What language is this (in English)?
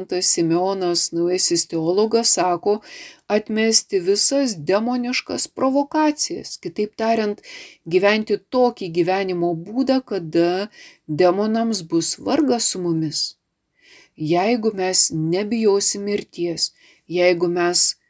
Lithuanian